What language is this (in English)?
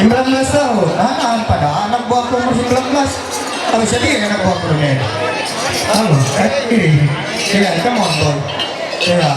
Ma'anyan